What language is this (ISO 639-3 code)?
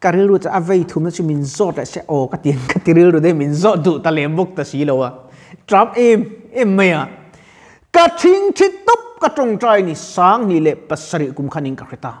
lus